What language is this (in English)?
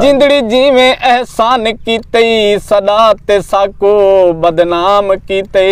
Saraiki